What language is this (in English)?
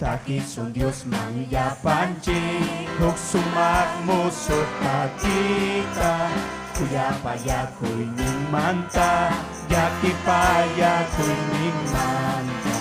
Ayacucho Quechua